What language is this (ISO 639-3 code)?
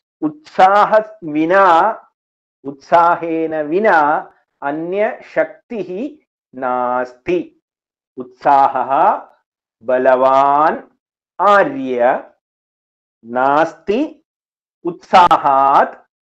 san